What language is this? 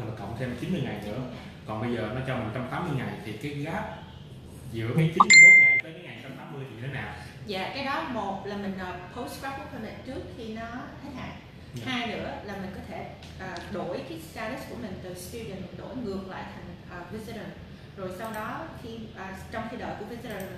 Vietnamese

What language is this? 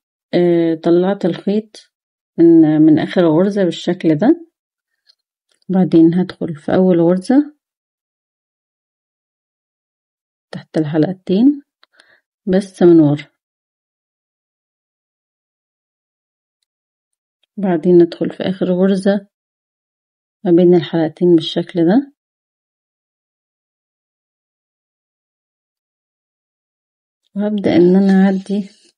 Egyptian Arabic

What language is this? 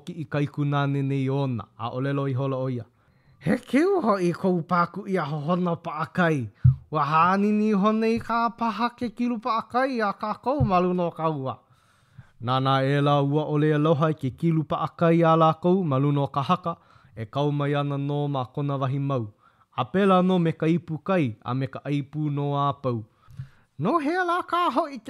Hawaiian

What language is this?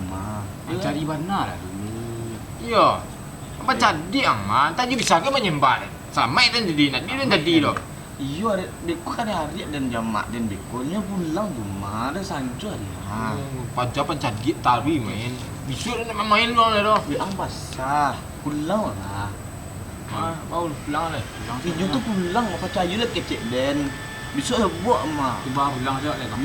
Minangkabau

